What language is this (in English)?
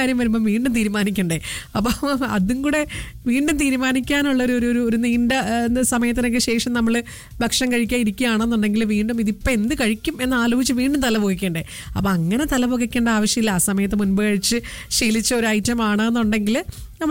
Malayalam